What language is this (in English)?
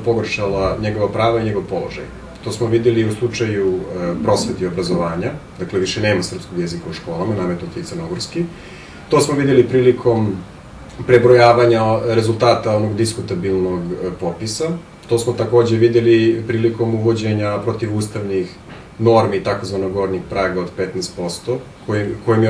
Bosnian